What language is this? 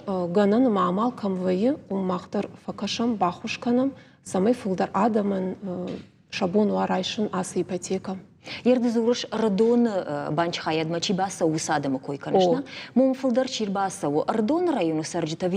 Ossetic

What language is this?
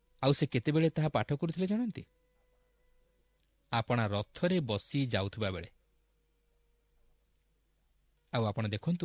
Odia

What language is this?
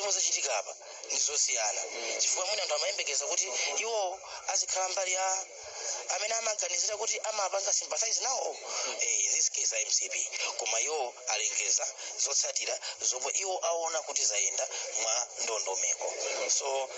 Nyanja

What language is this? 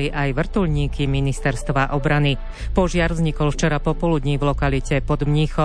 Slovak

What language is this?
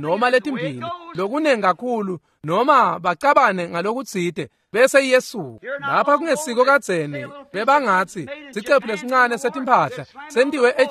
Swati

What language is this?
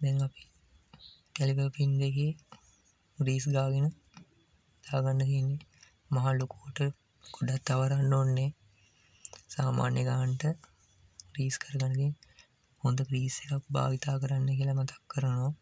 Sinhala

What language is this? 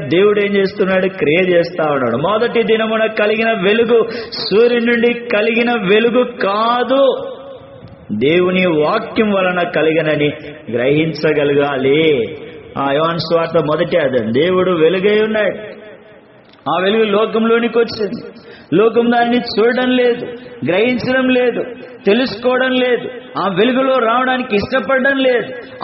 Telugu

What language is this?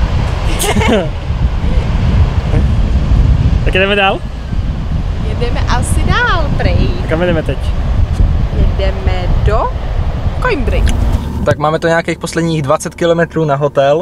Czech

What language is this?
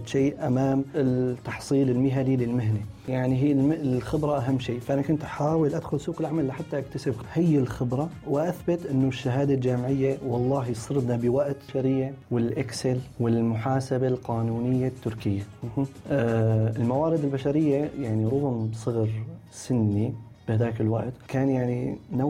North Levantine Arabic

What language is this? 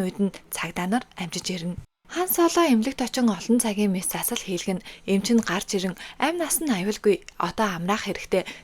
Mongolian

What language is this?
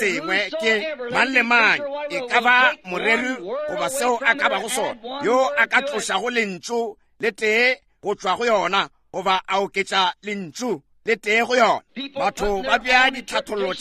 Northern Sotho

